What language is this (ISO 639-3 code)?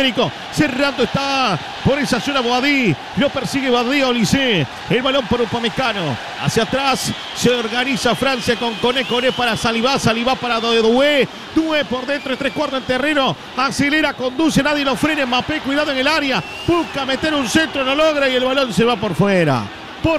spa